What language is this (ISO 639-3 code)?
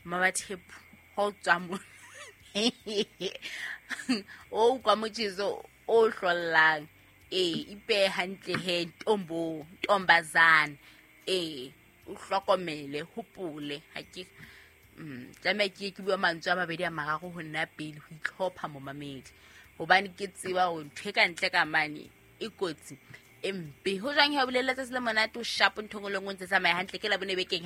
sot